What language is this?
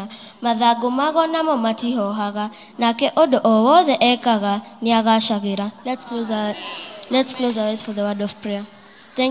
Kikuyu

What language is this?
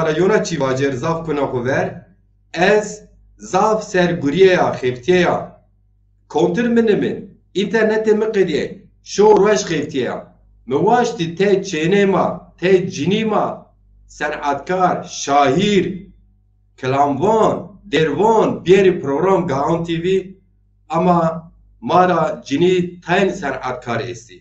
Zaza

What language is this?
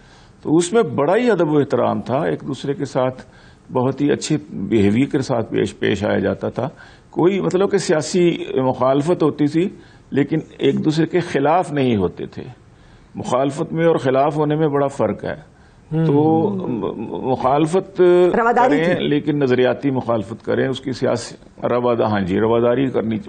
Urdu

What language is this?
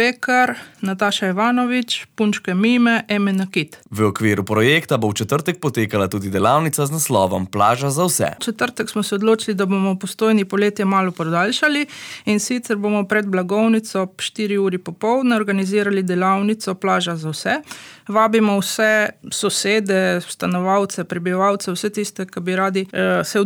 Slovenian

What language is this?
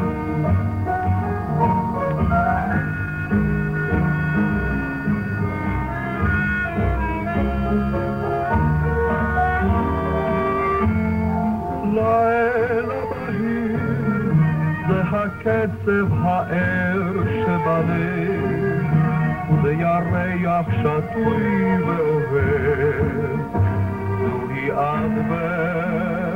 Hebrew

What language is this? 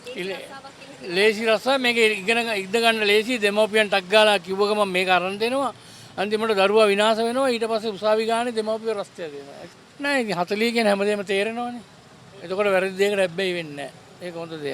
Sinhala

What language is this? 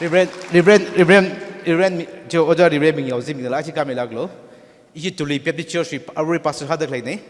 Tangkhul Naga (India)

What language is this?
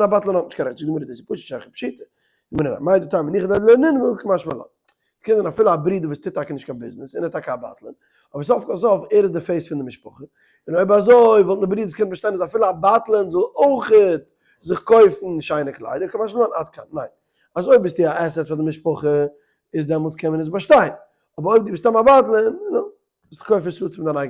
Yiddish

